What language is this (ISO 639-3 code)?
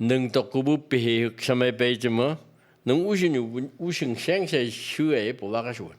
nph